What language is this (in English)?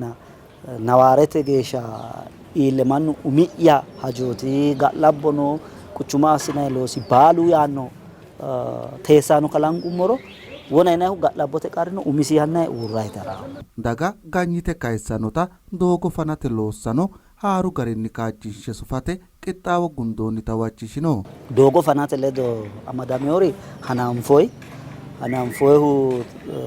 Sidamo